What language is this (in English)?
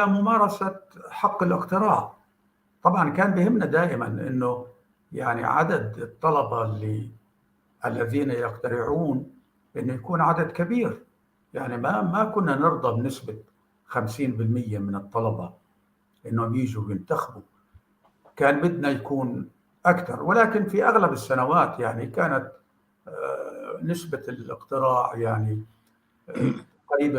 North Levantine Arabic